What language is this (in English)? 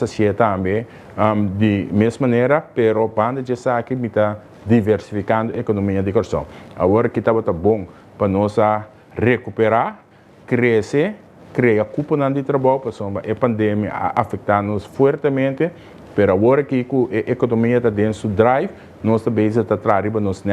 Papiamento